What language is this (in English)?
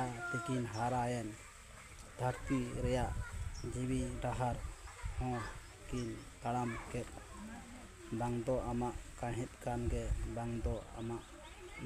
Santali